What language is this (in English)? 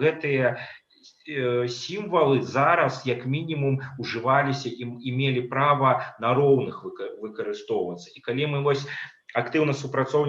Belarusian